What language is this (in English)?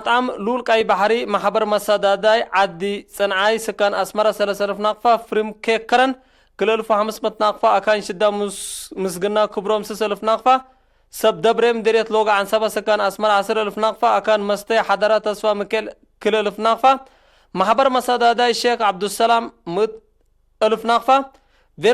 Tigre